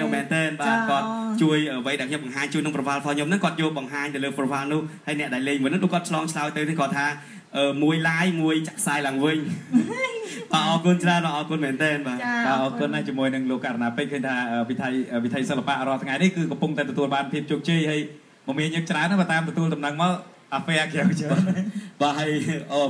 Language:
Khmer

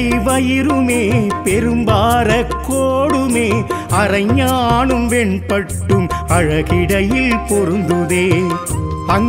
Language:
Tamil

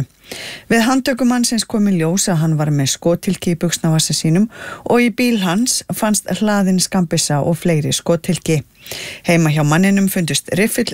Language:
Icelandic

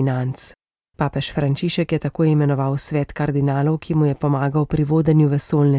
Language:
Slovenian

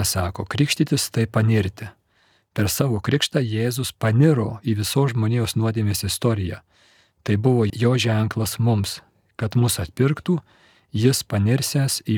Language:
Lithuanian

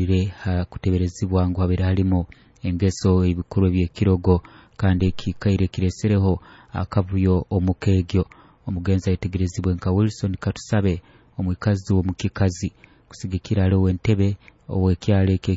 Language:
Nyoro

